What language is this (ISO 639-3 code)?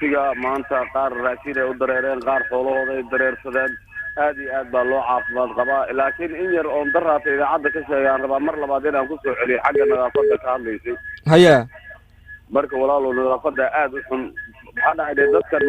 som